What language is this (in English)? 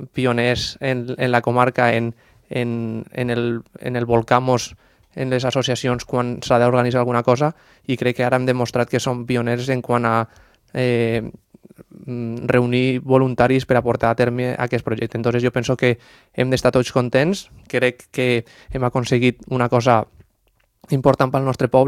Catalan